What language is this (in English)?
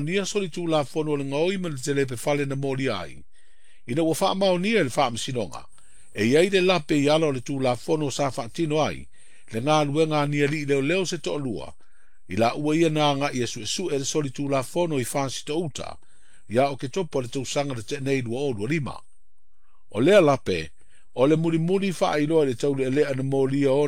Samoan